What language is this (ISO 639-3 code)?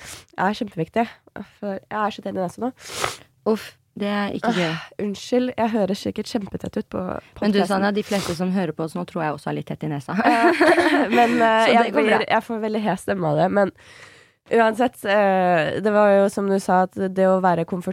nor